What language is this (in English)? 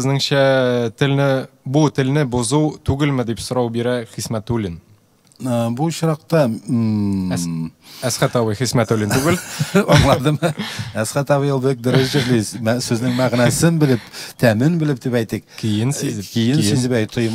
Tatar